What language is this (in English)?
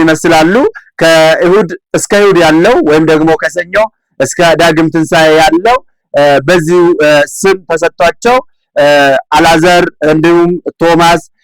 Amharic